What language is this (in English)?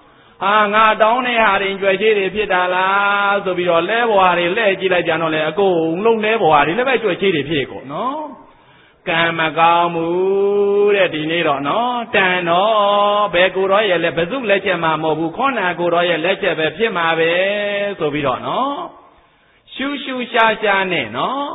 Burmese